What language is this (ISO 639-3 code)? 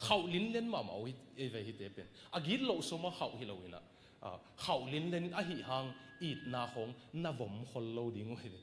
ctd